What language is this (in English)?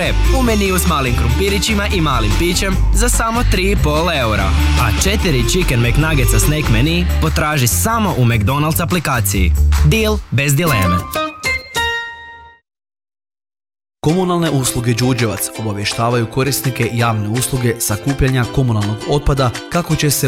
Croatian